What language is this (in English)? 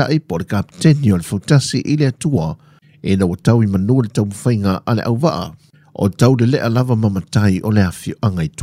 Samoan